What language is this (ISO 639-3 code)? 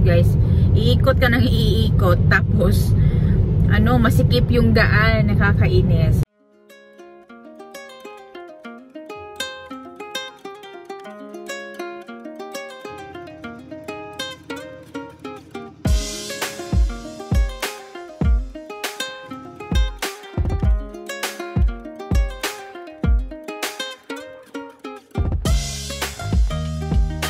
fil